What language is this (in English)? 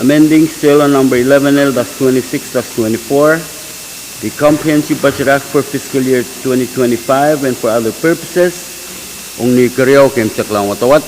Pohnpeian